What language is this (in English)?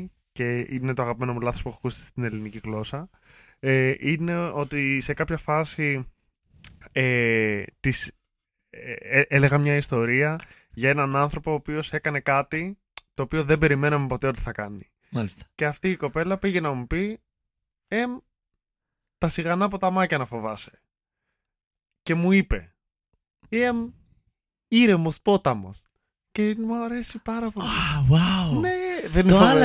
Greek